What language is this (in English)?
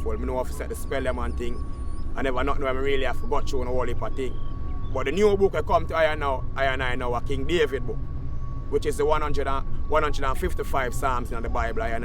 Jamaican Creole English